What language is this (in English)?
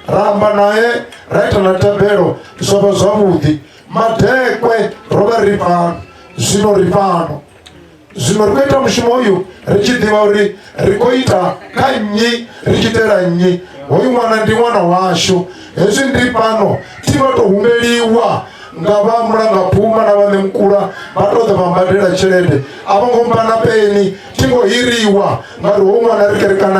Venda